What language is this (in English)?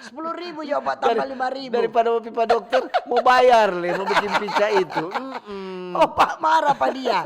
Manado Malay